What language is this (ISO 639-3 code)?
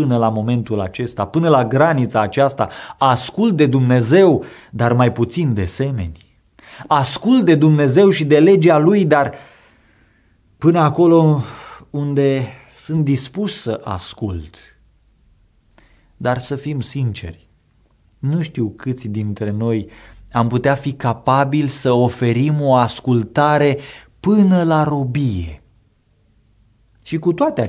ron